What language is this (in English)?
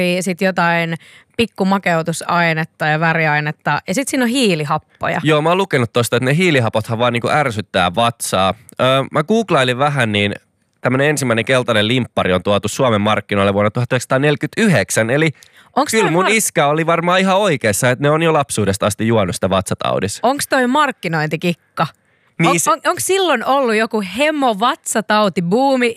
Finnish